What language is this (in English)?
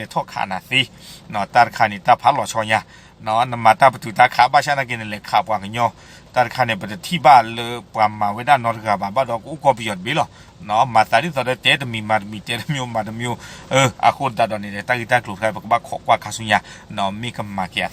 S'gaw Karen